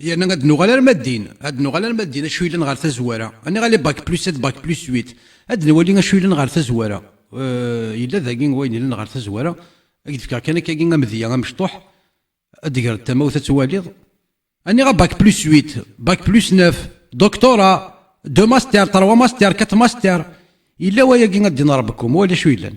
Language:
Kabyle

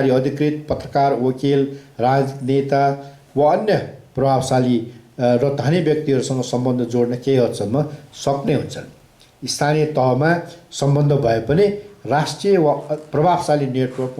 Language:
Nepali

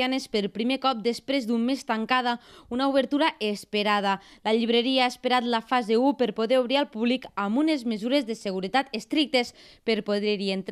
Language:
Catalan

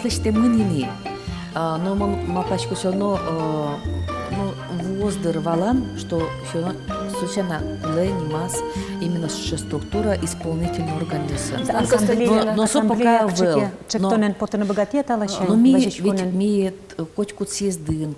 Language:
Udmurt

